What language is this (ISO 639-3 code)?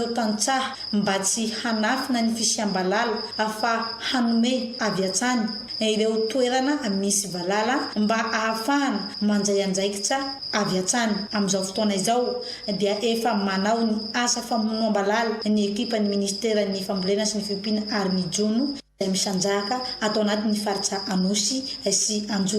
mlg